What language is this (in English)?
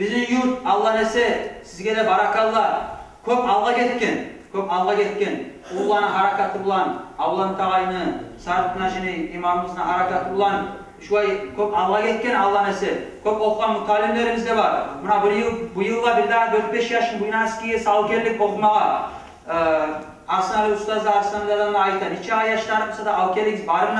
Kumyk